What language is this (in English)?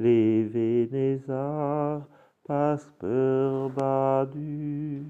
Breton